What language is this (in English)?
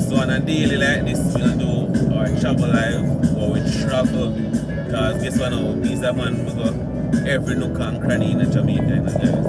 Jamaican Creole English